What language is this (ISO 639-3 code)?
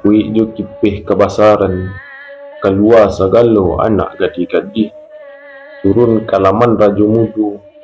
min